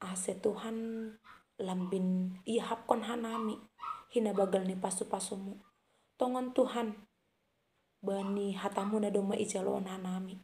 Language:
Batak Simalungun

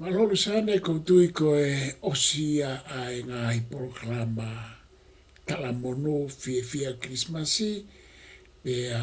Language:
Tongan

